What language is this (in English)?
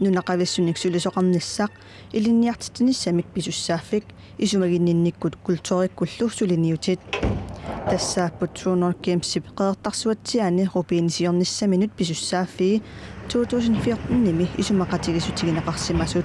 Kalaallisut